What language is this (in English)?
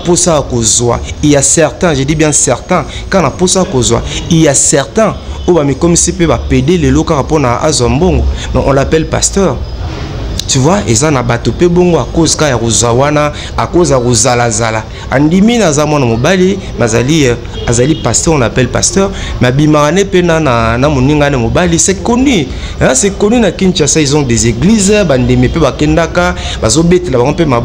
Lingala